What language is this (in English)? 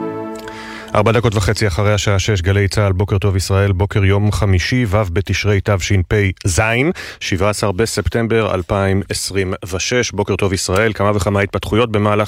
Hebrew